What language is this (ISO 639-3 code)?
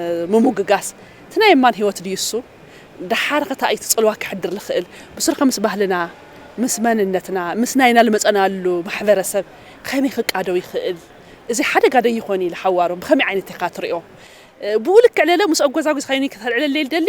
tir